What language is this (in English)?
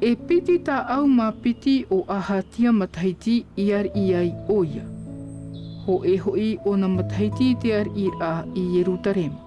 Tahitian